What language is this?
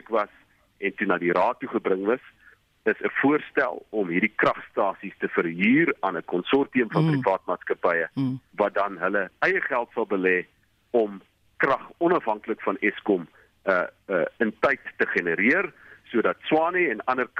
Afrikaans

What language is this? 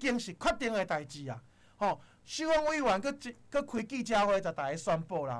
Min Nan Chinese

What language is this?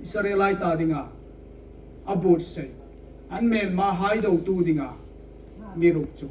Hmar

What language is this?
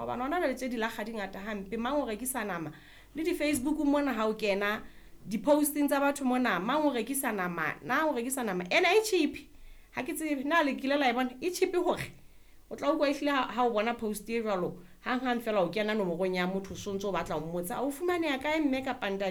Southern Sotho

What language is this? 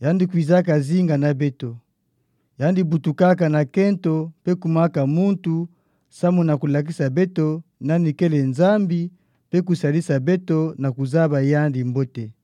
Kituba (Democratic Republic of Congo)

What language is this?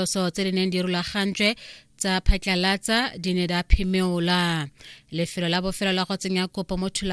Tswana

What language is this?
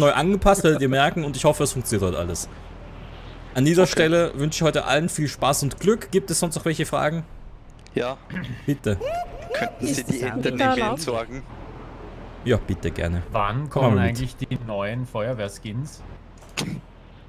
German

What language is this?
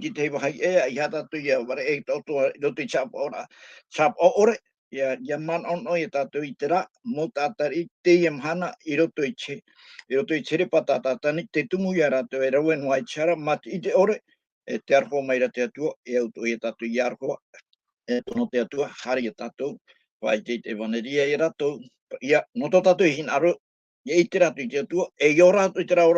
Tahitian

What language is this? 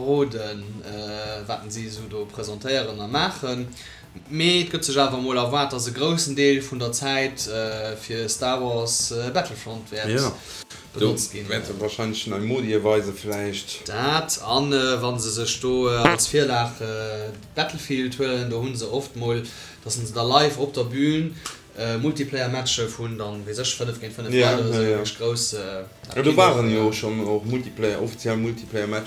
Luxembourgish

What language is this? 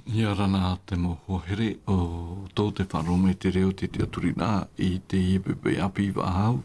Tahitian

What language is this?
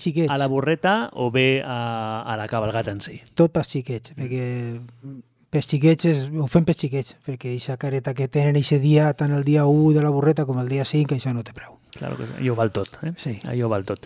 Catalan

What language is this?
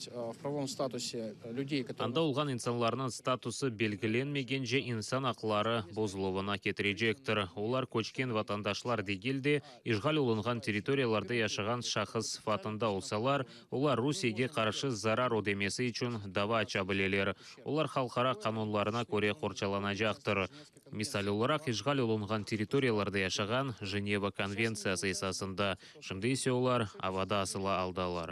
Crimean Tatar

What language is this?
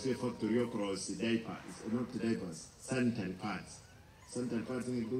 Gusii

